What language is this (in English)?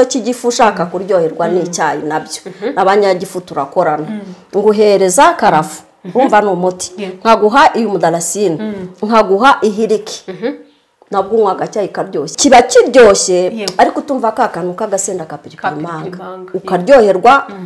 Kinyarwanda